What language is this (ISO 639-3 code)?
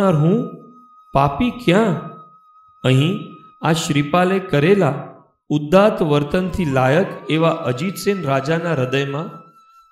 guj